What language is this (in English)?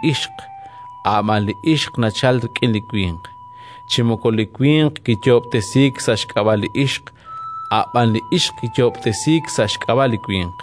Kekchí